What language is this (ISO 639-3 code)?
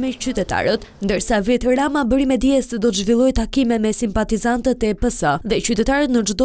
sqi